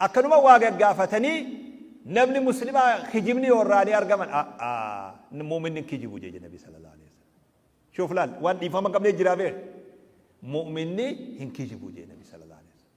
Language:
Oromo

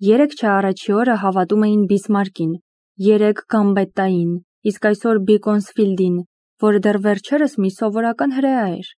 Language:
Armenian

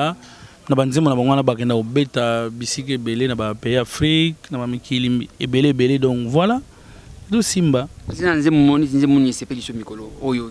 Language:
Lingala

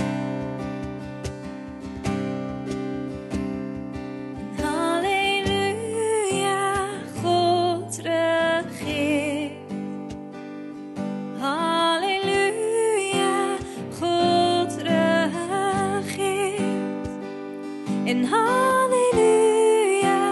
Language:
Dutch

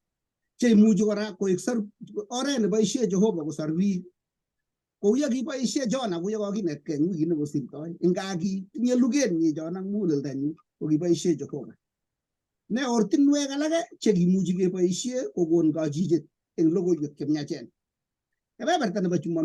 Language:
Kalenjin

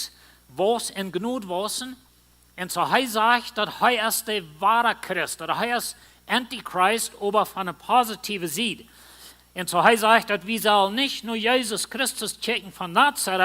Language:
Plautdietsch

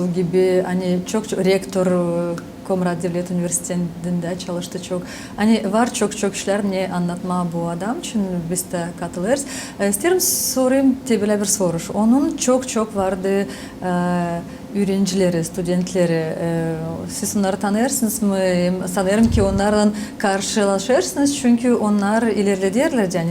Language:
Gagauz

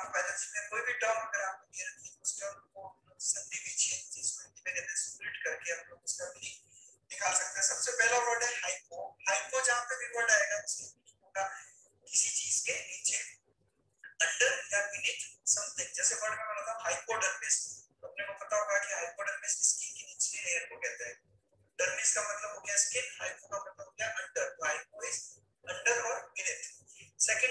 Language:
Hindi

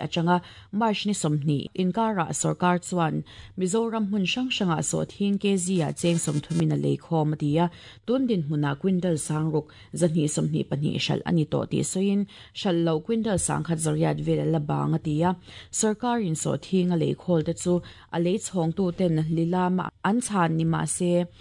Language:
Mizo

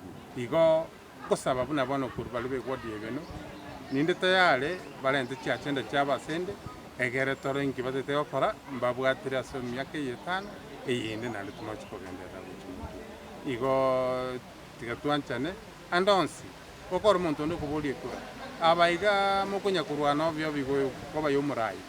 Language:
Gusii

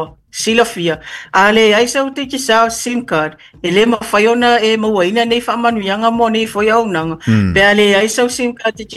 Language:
Samoan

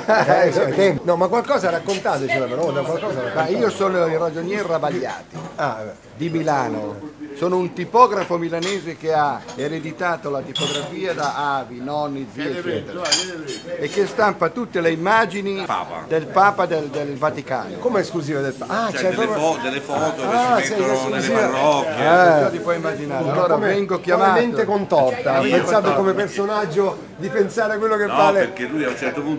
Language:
Italian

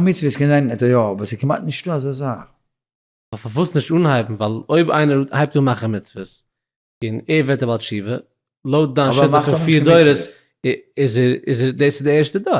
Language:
Yiddish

